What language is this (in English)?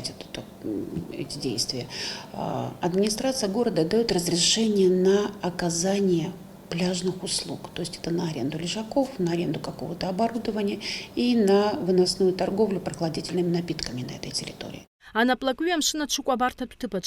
Abkhazian